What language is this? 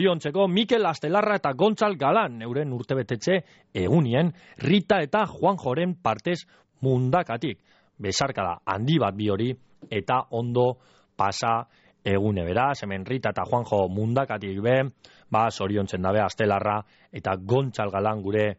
Basque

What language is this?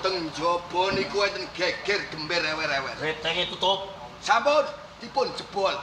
Javanese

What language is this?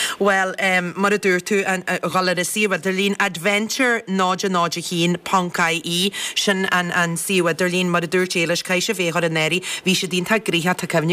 Irish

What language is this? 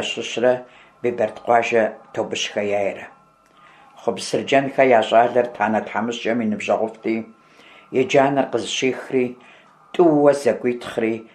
Kabardian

